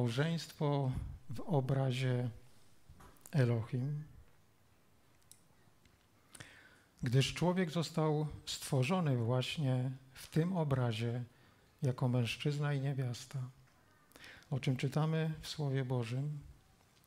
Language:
Polish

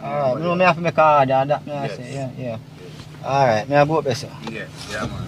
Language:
Jamaican Creole English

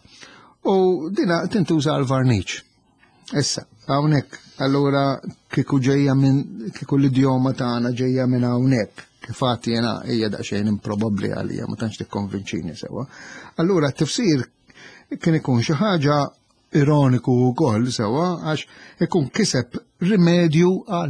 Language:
Maltese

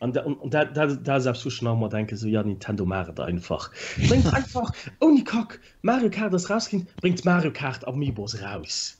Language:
Luxembourgish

